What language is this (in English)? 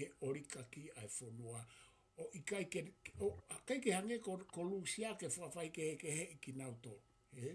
Tongan